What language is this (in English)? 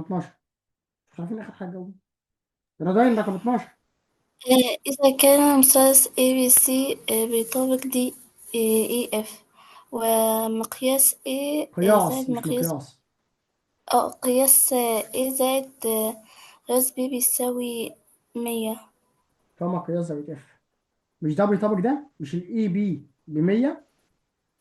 Egyptian Arabic